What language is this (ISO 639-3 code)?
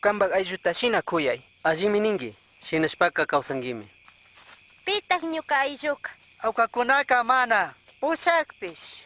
qug